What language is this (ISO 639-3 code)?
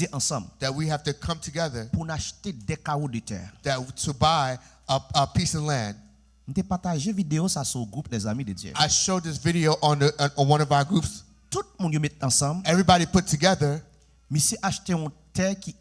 hat